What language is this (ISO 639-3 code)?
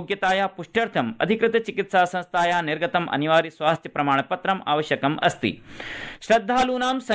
san